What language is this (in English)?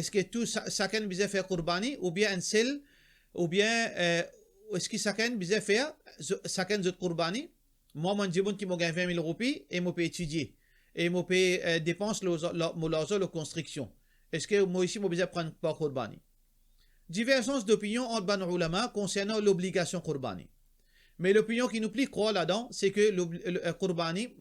Morisyen